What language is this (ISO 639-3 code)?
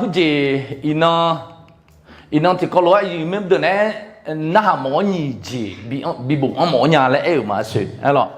ahk